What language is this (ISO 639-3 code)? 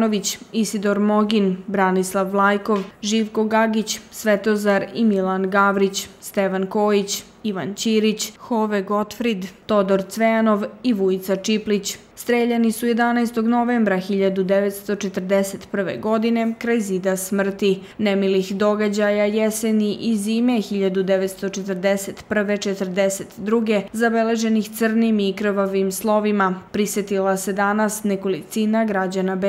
srp